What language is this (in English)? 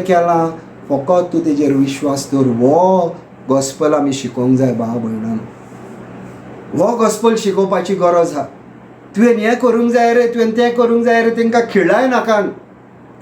Konkani